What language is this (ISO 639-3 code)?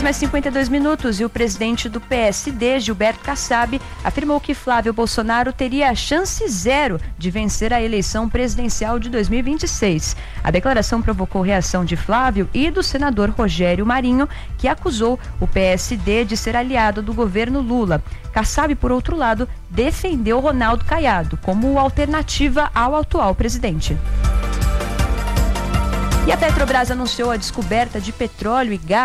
por